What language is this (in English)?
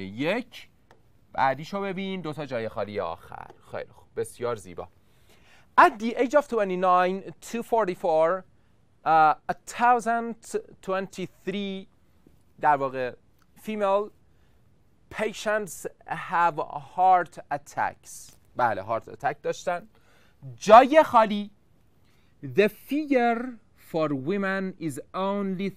Persian